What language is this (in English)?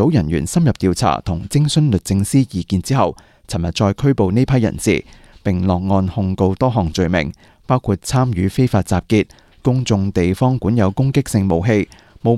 Cantonese